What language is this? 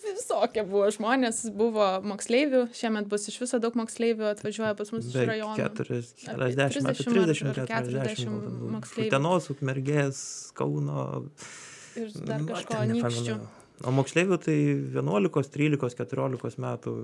Lithuanian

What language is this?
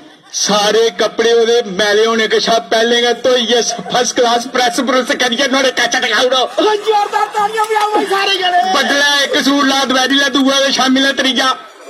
Dogri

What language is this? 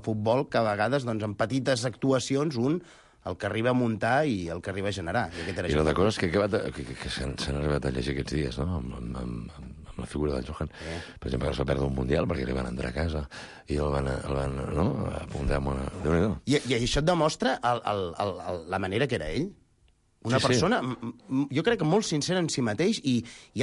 Catalan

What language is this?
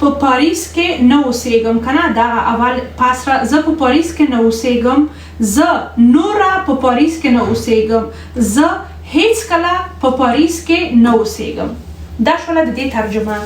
Pashto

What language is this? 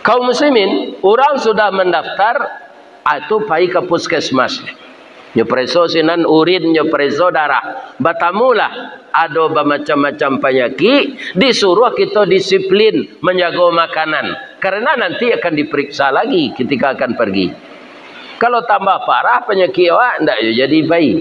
Minangkabau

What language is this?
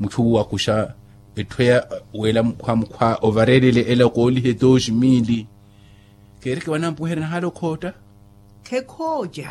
Makhuwa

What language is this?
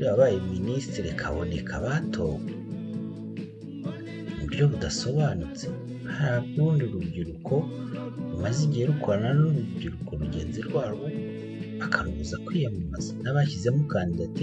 Kinyarwanda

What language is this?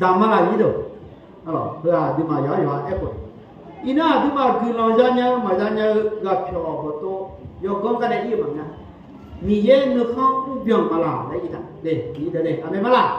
Akha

